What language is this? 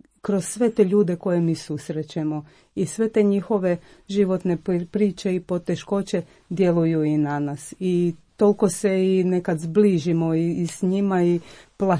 Croatian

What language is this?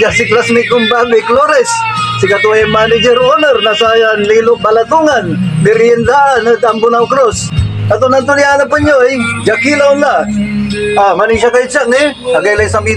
Pangasinan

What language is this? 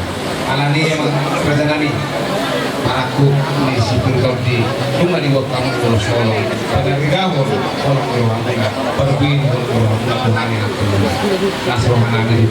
Batak Toba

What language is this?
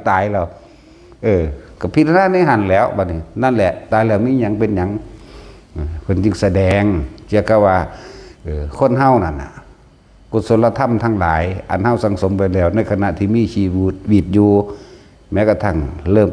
Northeastern Thai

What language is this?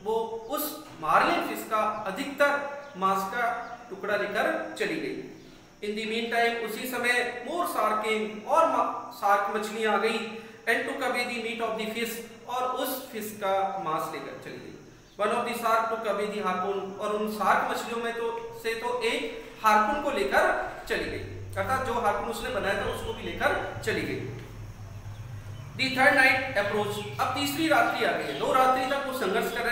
Hindi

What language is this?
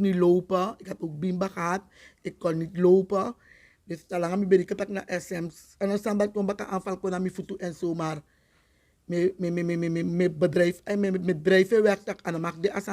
Sranan Tongo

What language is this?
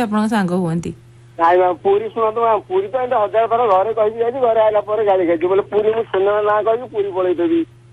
Odia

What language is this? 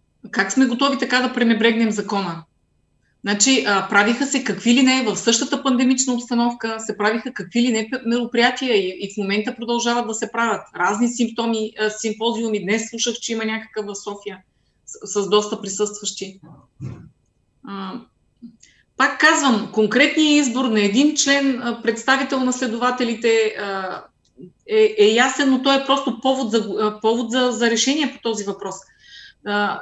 Bulgarian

